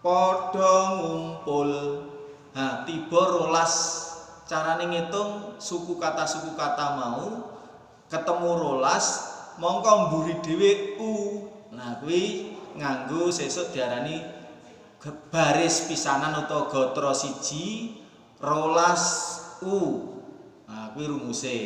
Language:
Javanese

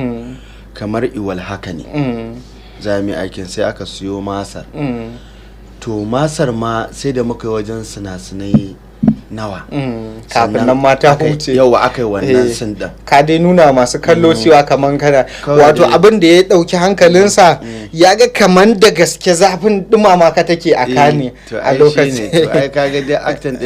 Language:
Hausa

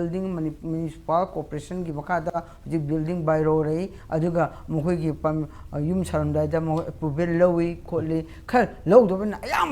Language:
Manipuri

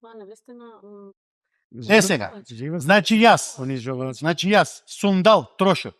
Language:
Macedonian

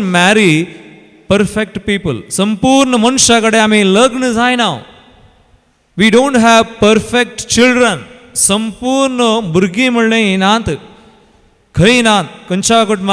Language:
Konkani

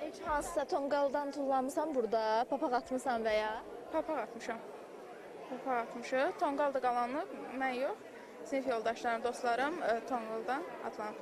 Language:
Azerbaijani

